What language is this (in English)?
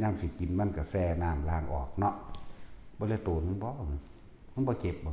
Northeastern Thai